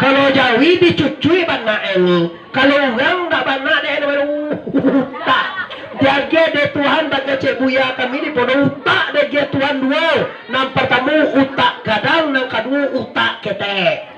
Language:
Minangkabau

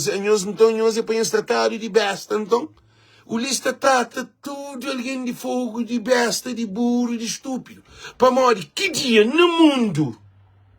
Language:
Kabuverdianu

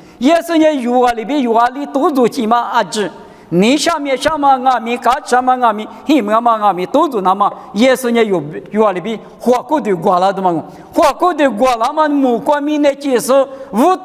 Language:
Lisu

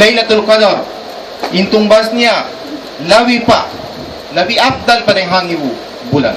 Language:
Tausug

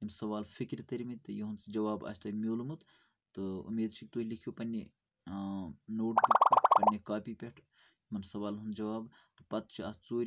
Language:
Kashmiri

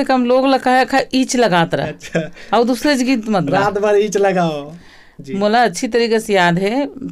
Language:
Chhattisgarhi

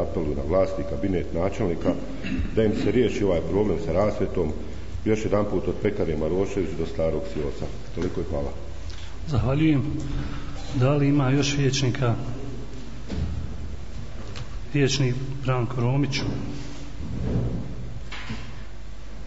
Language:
Bosnian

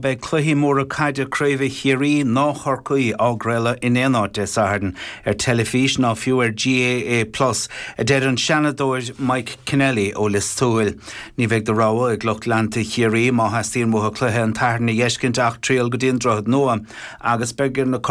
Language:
Irish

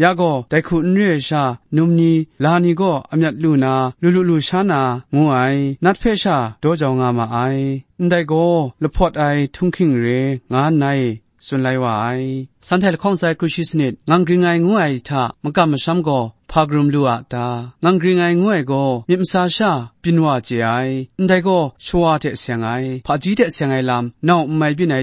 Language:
Kachin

